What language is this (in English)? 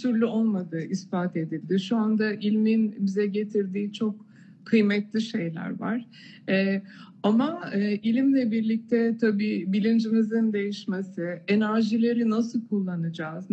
Turkish